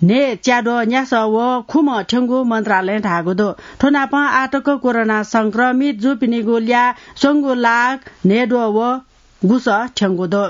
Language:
Newari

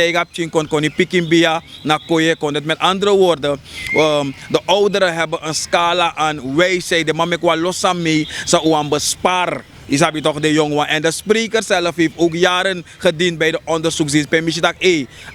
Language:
Sranan Tongo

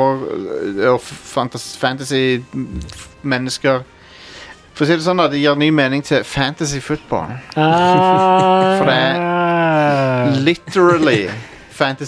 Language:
Norwegian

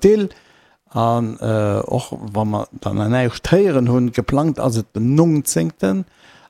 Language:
Luxembourgish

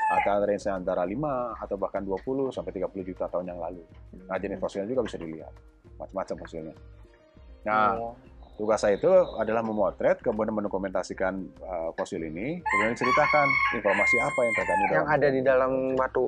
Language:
Indonesian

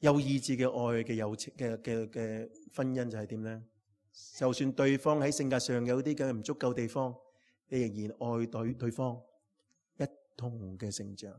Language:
Cantonese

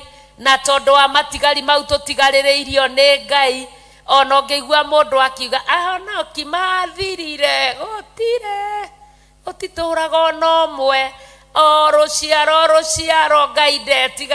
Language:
Kikuyu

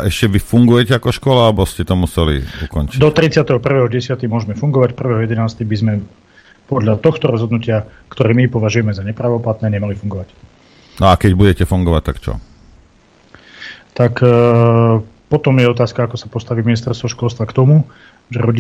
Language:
Slovak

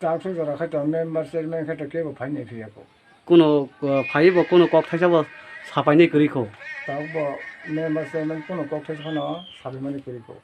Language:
Kok Borok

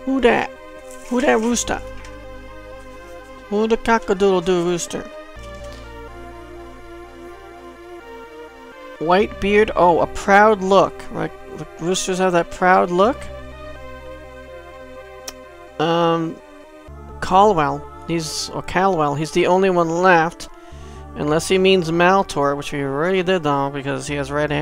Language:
English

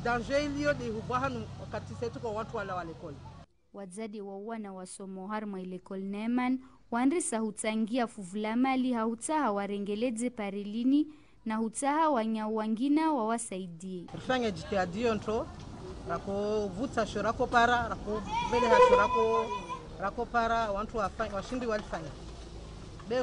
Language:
Ngazidja Comorian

